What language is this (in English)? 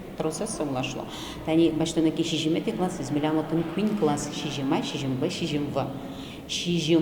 Udmurt